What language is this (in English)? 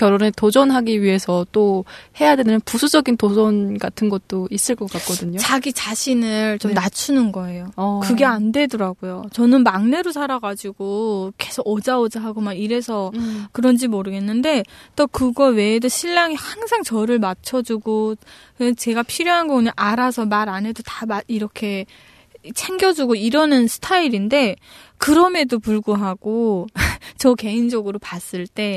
Korean